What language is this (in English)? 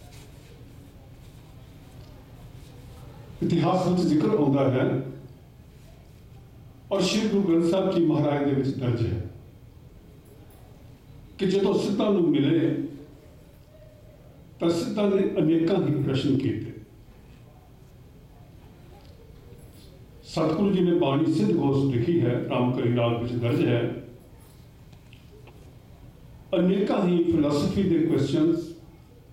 Punjabi